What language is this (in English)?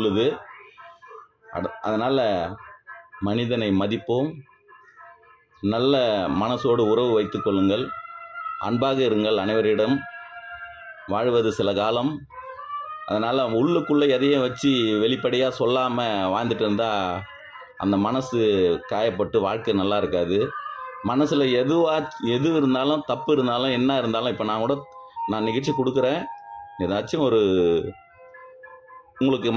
Tamil